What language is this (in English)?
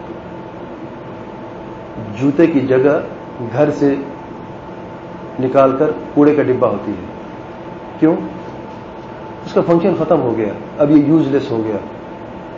Urdu